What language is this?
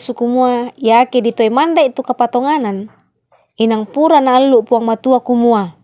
Toraja-Sa'dan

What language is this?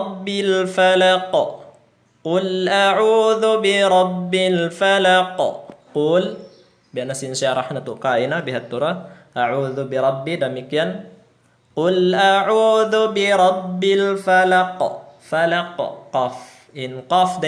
Tausug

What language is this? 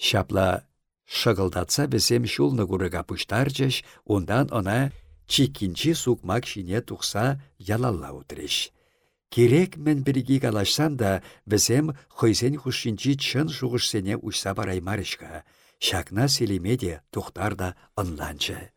Chuvash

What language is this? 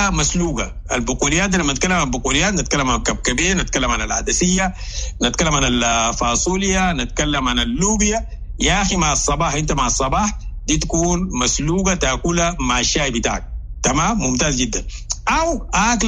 Sudanese Arabic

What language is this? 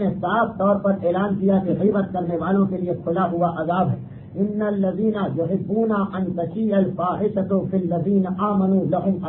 Urdu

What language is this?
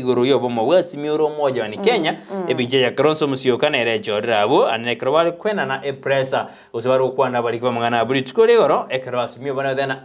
Gusii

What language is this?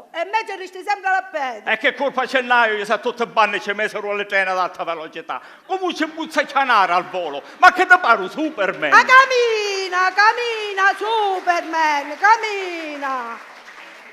Sicilian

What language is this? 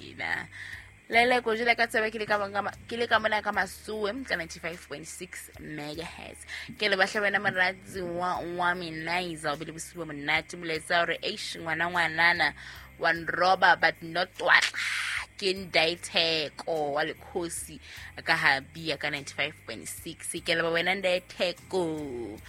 Southern Sotho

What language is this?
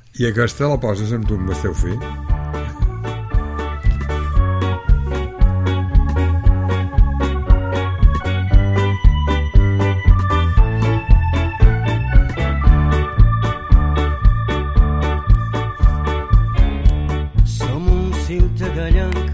Catalan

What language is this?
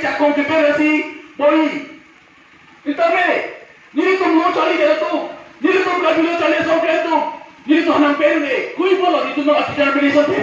Karbi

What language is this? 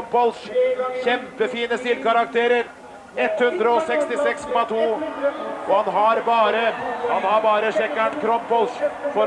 Norwegian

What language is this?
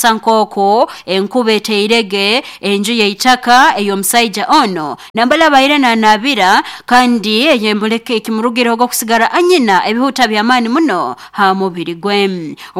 Nyoro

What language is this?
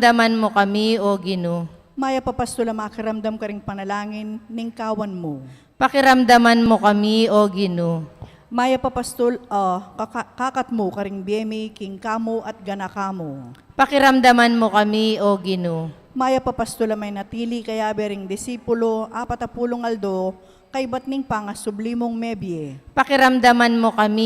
Pampanga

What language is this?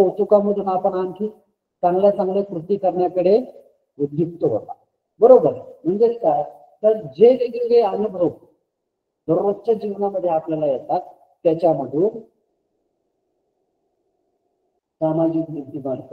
Marathi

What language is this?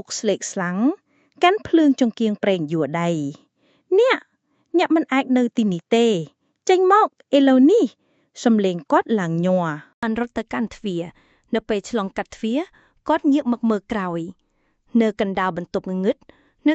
Khmer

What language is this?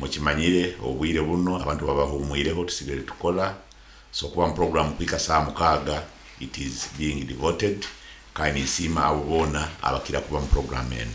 Nyoro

